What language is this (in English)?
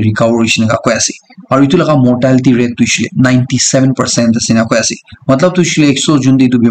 Naga Pidgin